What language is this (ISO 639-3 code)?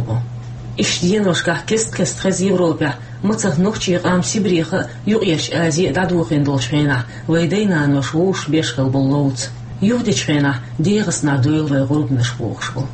che